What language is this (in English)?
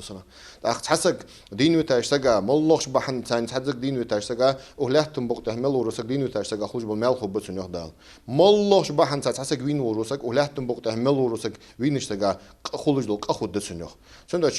Ingush